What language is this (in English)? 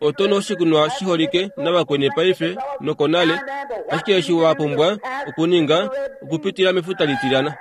Kuanyama